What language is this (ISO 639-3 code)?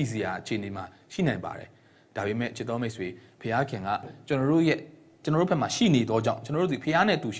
mya